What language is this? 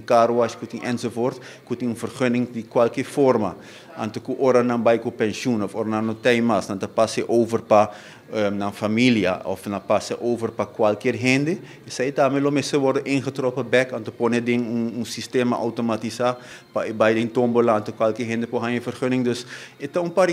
Papiamento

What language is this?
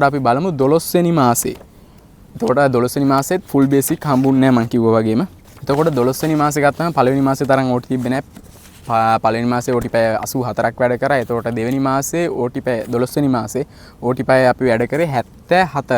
Sinhala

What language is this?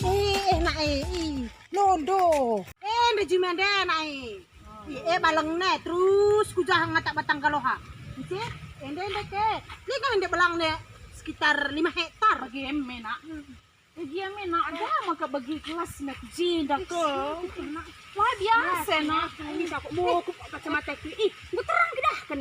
Batak Karo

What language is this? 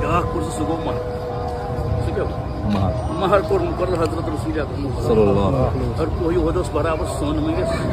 Kashmiri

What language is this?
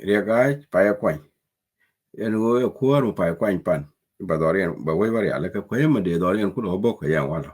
Nuer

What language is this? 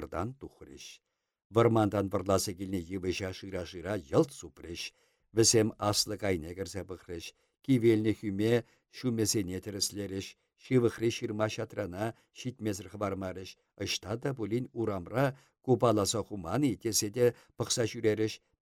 Chuvash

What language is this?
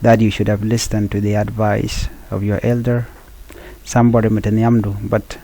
Nuer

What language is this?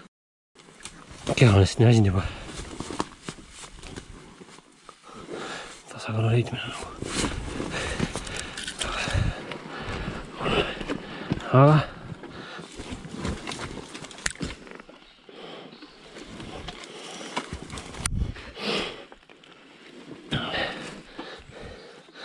Estonian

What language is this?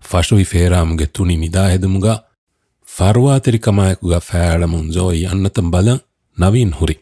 Divehi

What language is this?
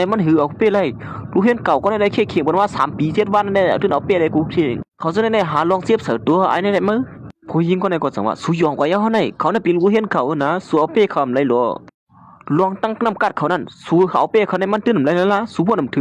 Shan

